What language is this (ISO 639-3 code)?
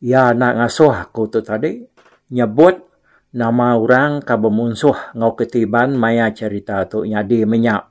iba